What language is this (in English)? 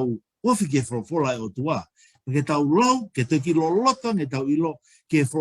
Tongan